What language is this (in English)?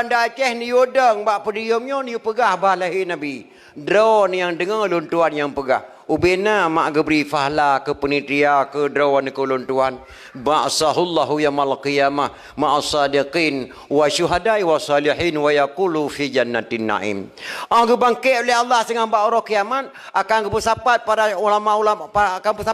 Achinese